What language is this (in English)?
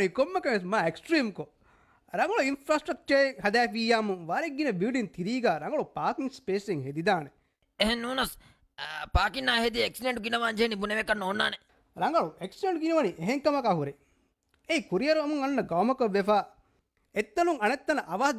Divehi